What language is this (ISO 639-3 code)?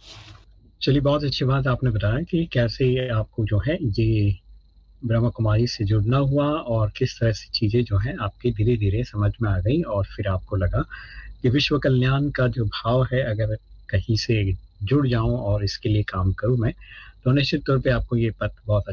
hin